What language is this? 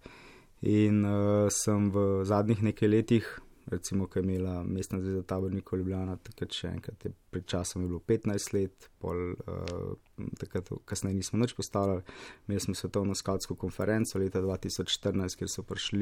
Slovenian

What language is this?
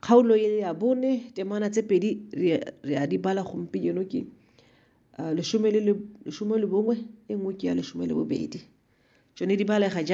Tswana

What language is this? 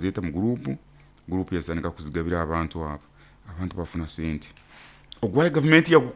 Nyoro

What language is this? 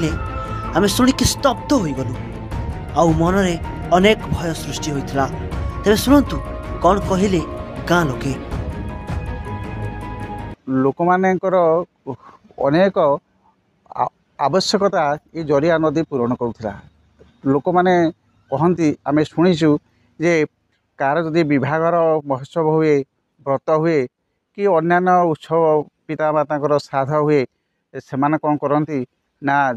Odia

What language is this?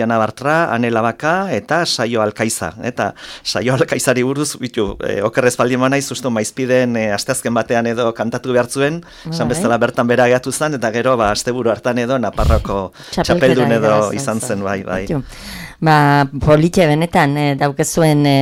Basque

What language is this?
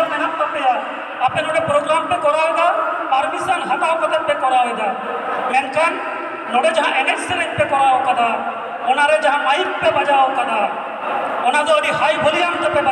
Santali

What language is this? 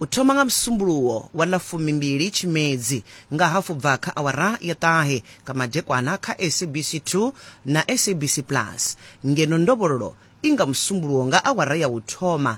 Venda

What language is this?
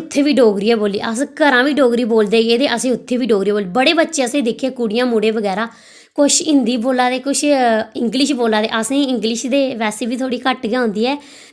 Dogri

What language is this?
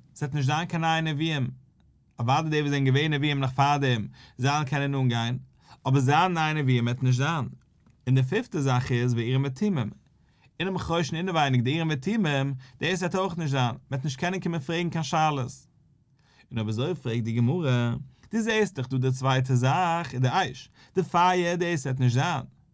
Yiddish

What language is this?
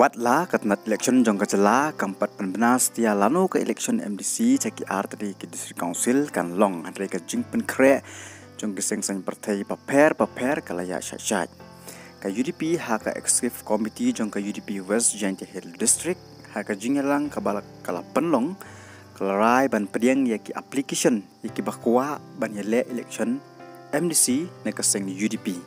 Khasi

